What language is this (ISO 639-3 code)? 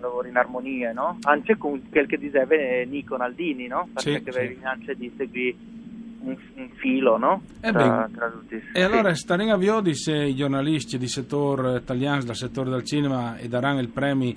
fur